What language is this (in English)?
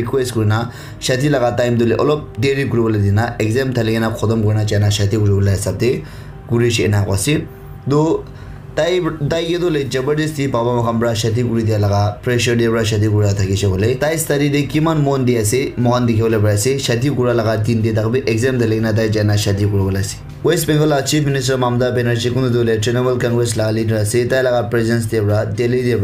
Naga Pidgin